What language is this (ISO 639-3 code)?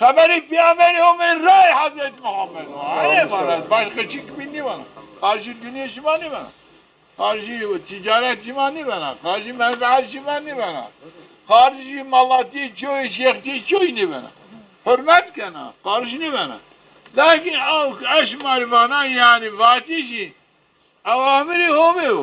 zza